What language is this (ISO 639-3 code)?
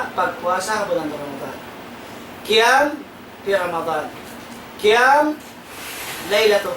tsg